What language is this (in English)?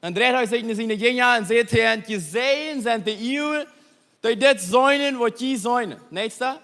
Plautdietsch